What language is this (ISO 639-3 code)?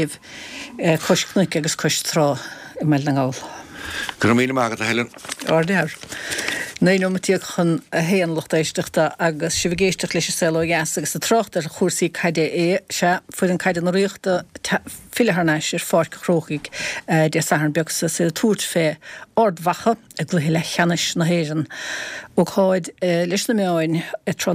gle